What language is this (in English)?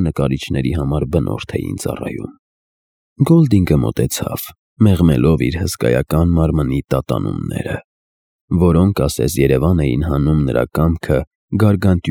Armenian